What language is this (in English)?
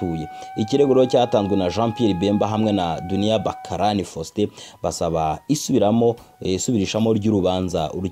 Kinyarwanda